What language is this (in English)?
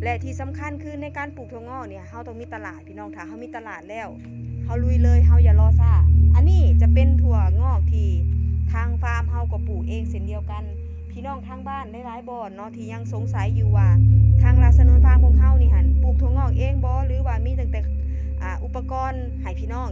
Northeastern Thai